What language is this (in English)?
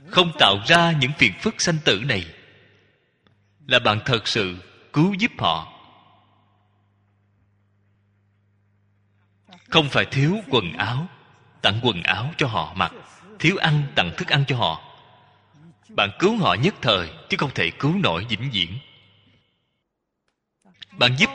Vietnamese